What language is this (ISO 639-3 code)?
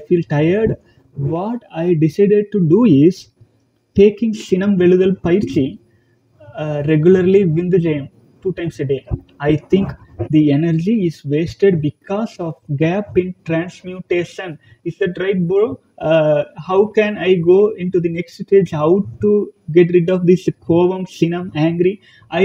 tam